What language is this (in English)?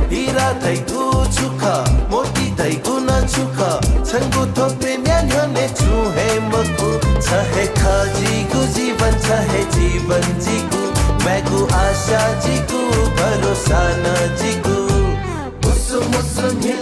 Newari